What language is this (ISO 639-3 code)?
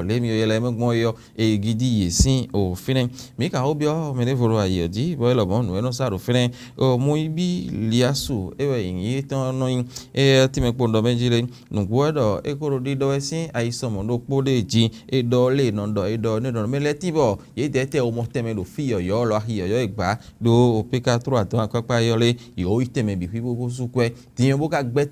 fon